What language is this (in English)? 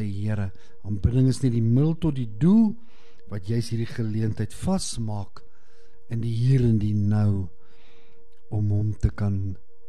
Afrikaans